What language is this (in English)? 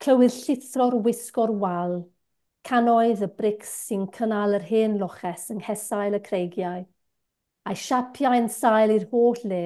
Welsh